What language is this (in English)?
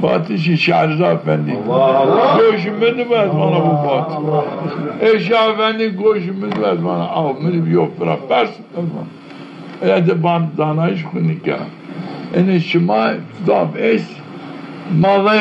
Zaza